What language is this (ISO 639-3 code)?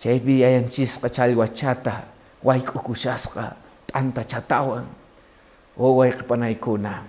que